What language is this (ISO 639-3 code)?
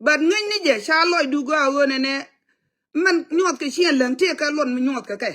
nus